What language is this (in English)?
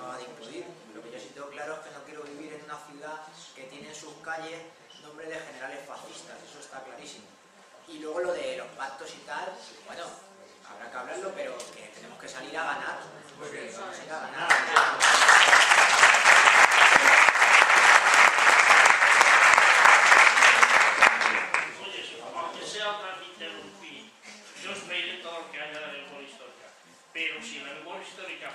Spanish